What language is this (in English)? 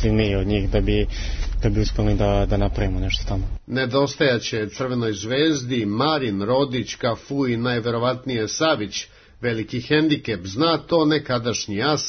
Serbian